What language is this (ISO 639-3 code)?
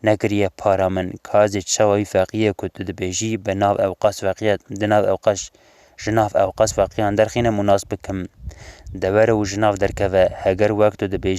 kur